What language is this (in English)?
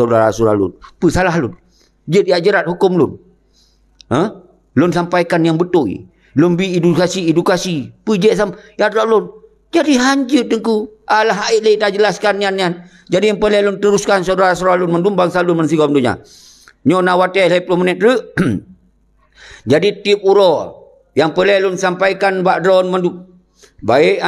Achinese